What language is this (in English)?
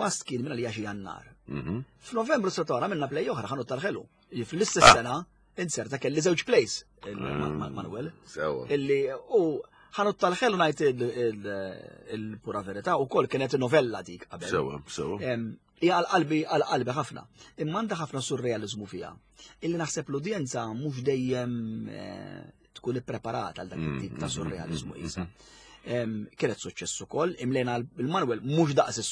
Maltese